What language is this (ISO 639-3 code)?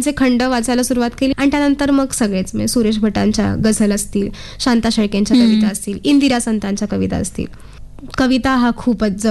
mar